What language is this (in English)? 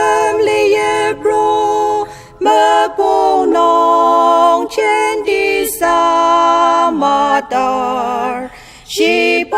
Ao Naga